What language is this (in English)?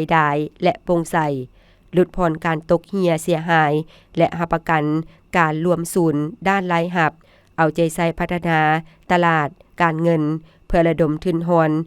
Lao